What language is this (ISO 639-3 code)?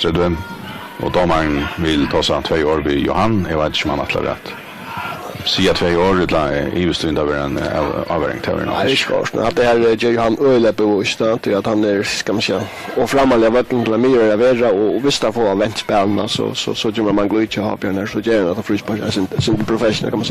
fao